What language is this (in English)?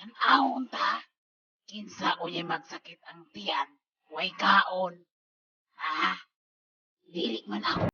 Cebuano